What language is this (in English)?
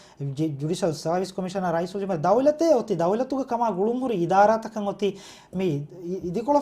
Divehi